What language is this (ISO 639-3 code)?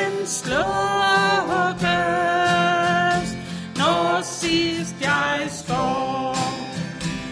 dan